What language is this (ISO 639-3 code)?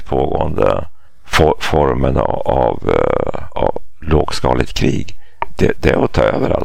swe